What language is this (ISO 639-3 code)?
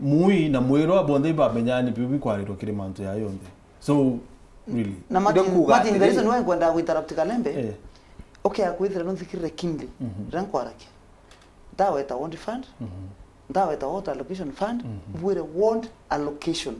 mer